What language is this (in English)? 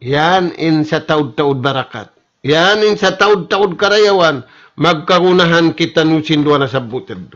Tausug